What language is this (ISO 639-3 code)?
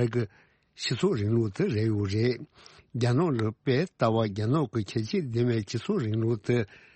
bod